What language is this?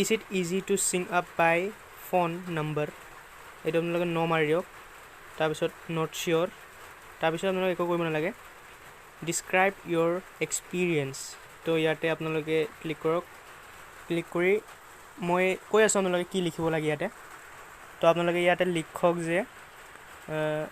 Assamese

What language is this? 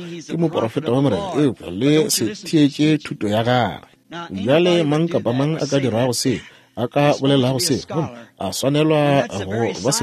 Northern Sotho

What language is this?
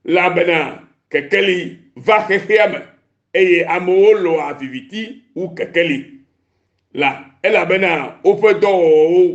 Ewe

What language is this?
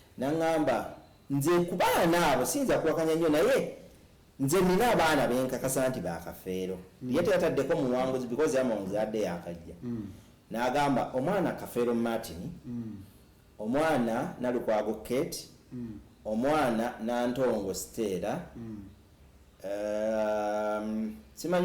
Ganda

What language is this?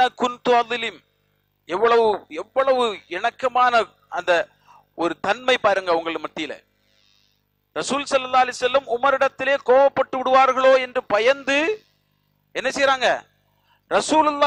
Tamil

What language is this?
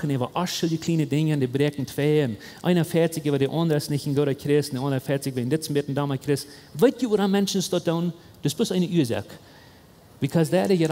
Plautdietsch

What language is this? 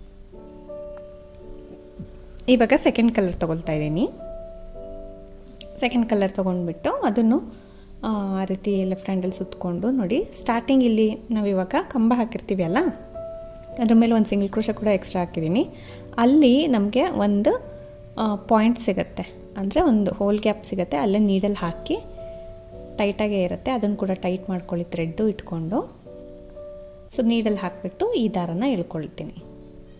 Kannada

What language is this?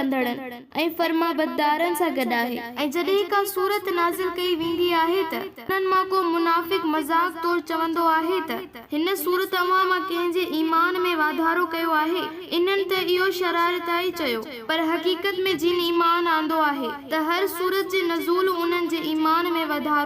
Sindhi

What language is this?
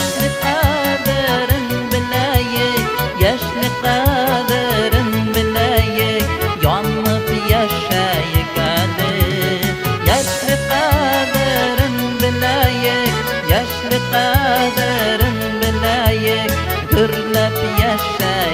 Bashkir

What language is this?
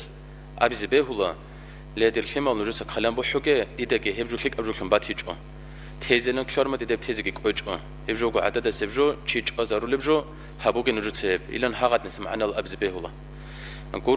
Avaric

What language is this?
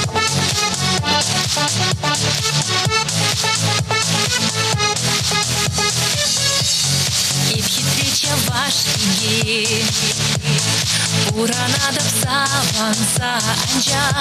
Chuvash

